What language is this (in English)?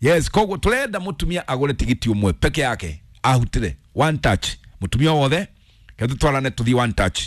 Kikuyu